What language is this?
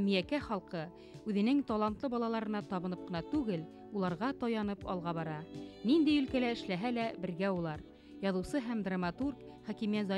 Bashkir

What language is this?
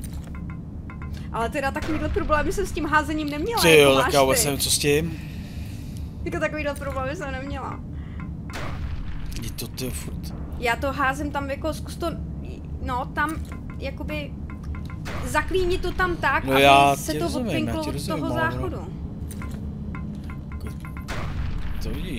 Czech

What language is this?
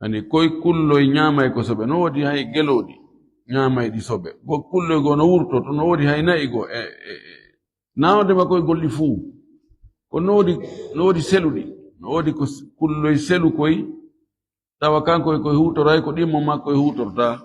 Fula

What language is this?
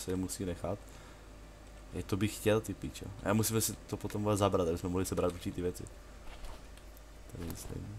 Czech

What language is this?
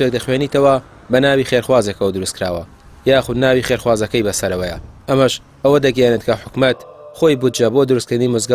Central Kurdish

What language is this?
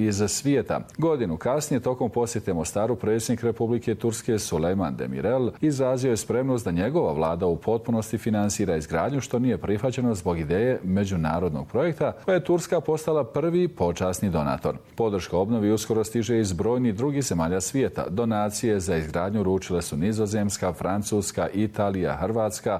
Bosnian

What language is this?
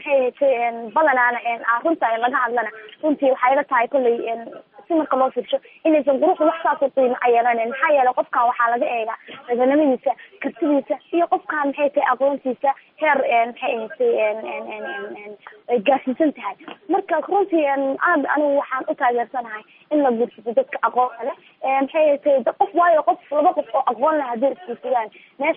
Somali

